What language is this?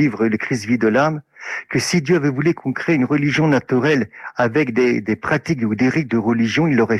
French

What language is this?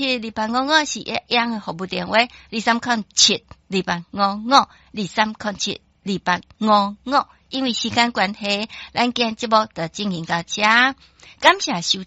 Min Nan Chinese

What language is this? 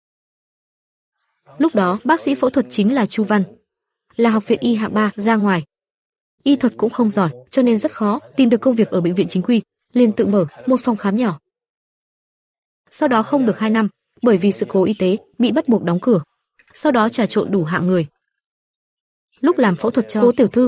Vietnamese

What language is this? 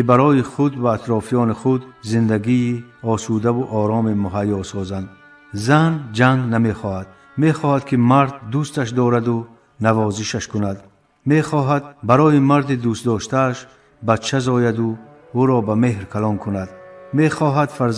Tajik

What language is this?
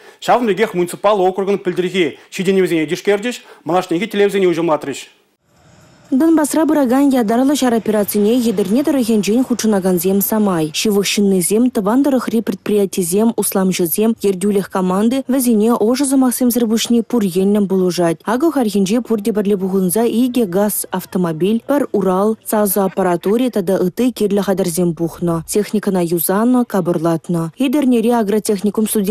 Chuvash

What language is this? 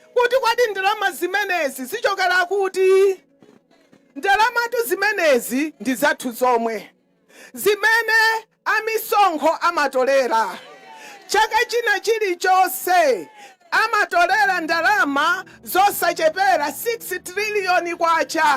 Nyanja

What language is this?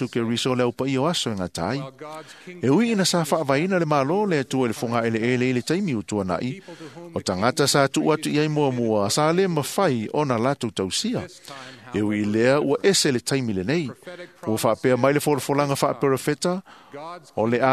Samoan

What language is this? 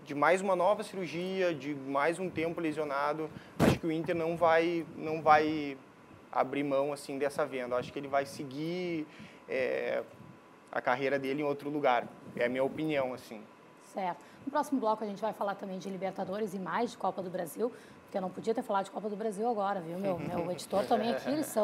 Portuguese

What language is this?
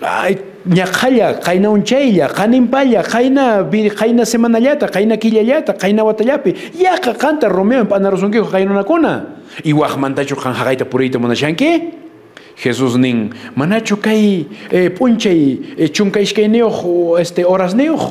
Quechua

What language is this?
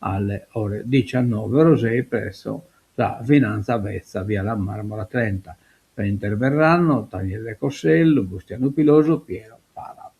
Sardinian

